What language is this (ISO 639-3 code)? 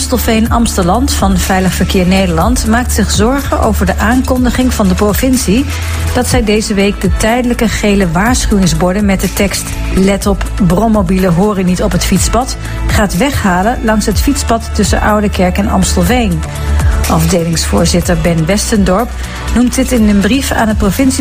nld